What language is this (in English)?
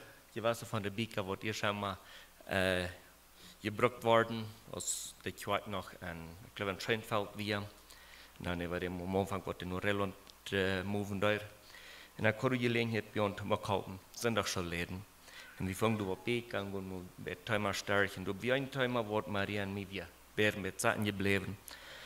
Plautdietsch